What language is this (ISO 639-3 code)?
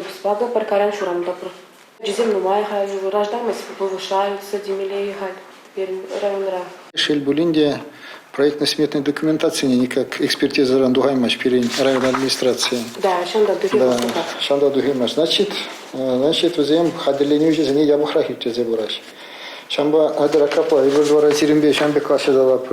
chv